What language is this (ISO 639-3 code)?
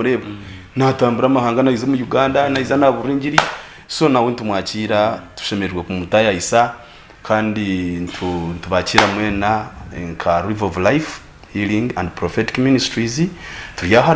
nyn